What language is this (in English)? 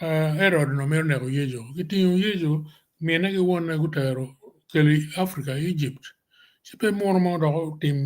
Acoli